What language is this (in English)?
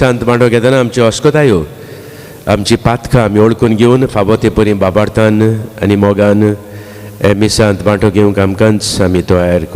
Konkani